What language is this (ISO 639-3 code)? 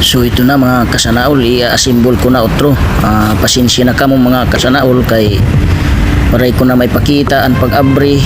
war